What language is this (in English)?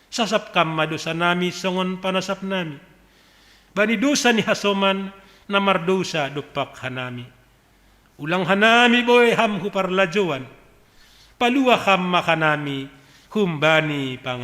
Batak Simalungun